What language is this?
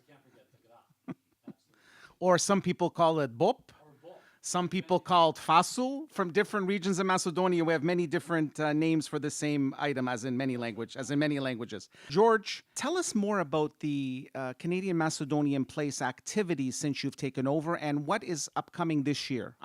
English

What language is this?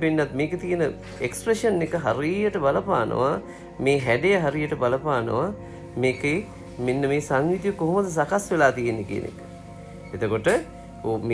Sinhala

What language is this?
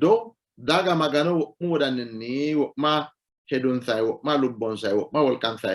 Sidamo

